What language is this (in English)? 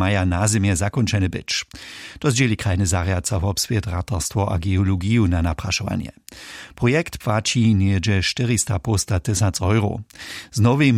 Upper Sorbian